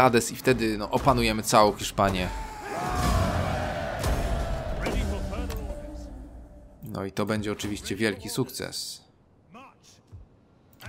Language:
Polish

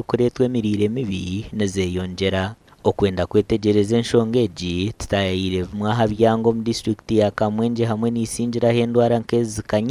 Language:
Nyankole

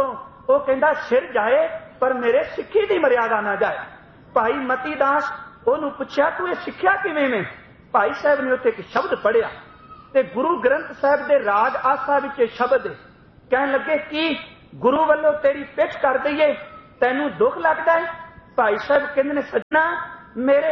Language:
Punjabi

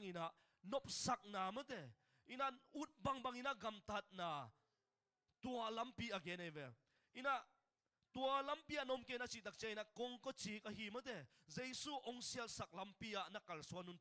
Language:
Tedim Chin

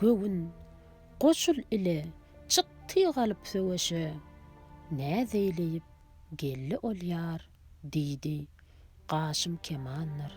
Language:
Turkmen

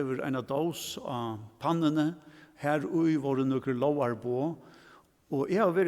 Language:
Faroese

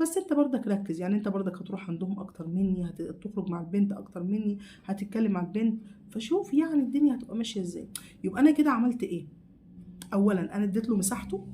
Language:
Egyptian Arabic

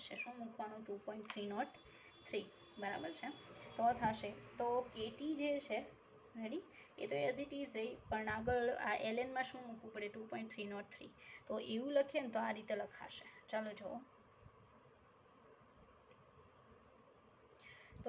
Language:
Gujarati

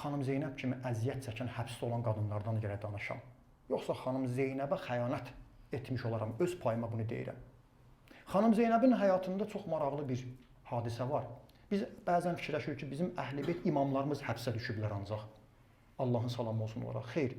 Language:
Azerbaijani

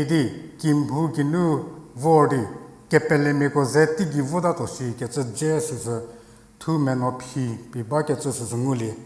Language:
Angami Naga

